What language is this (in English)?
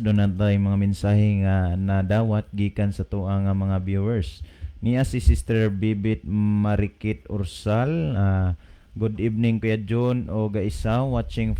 Cebuano